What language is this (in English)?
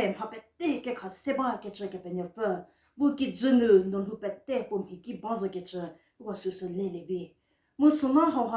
Angami Naga